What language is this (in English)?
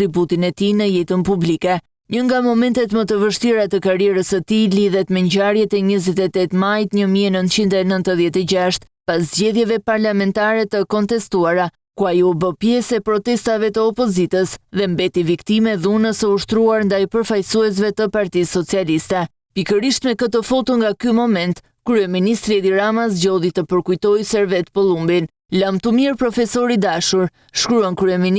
Albanian